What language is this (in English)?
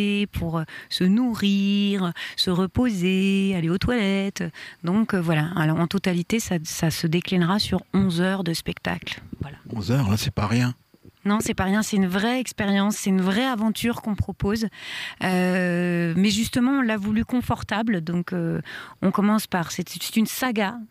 French